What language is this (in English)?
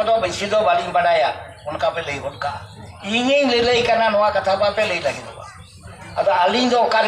Santali